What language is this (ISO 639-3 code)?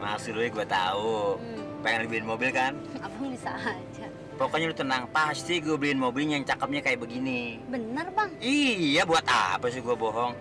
bew